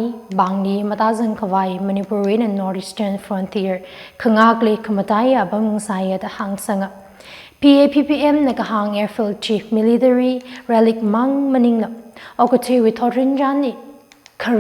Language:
Tangkhul Naga (India)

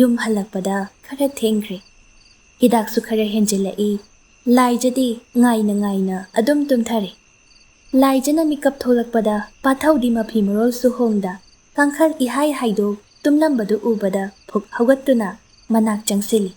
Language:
Manipuri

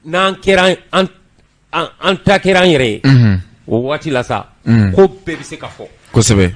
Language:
Bambara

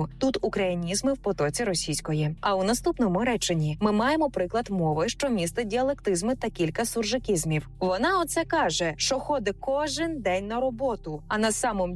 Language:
Ukrainian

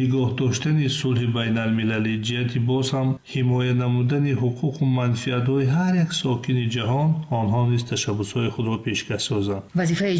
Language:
Tajik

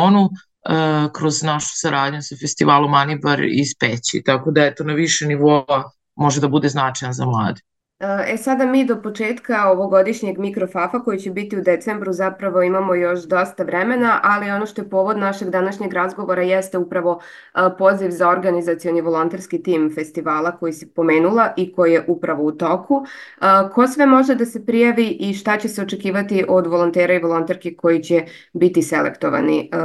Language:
Serbian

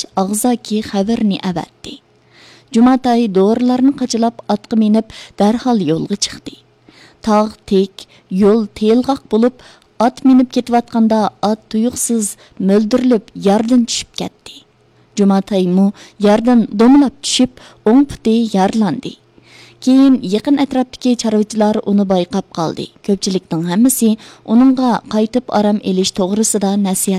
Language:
Uyghur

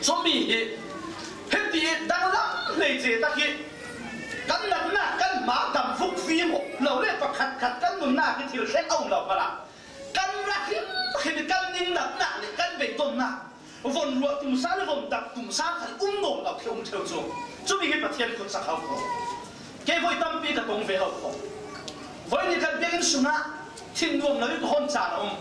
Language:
Falam Chin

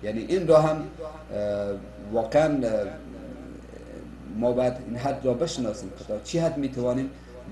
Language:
Persian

